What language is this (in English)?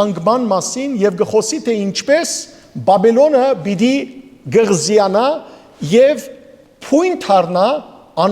Western Armenian